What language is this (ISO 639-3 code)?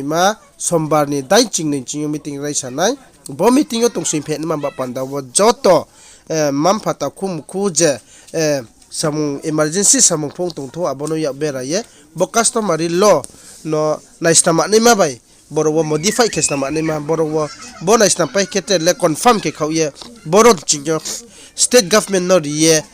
ria